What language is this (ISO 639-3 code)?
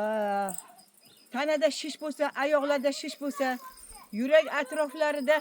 uzb